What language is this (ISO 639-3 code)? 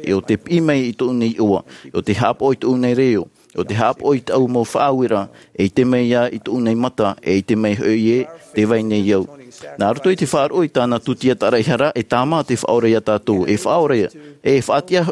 tah